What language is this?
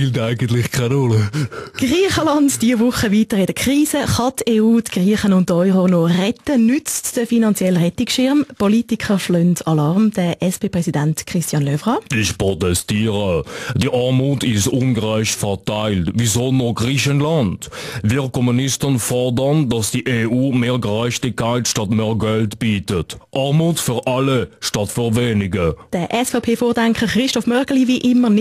Swiss German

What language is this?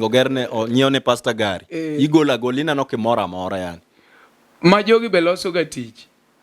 Luo (Kenya and Tanzania)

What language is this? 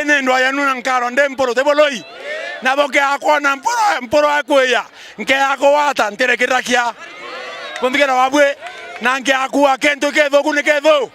Meru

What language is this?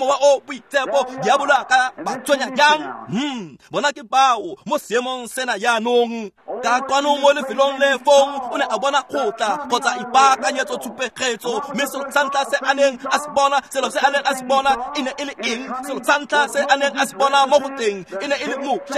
Tswana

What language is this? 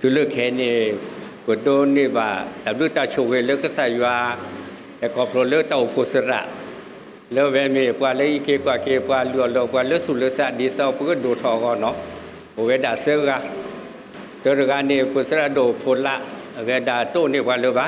S'gaw Karen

